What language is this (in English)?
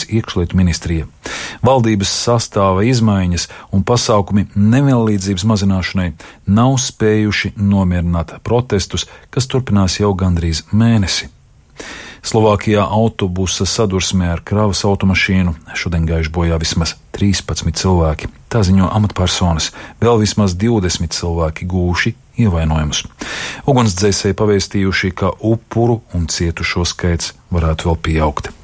Latvian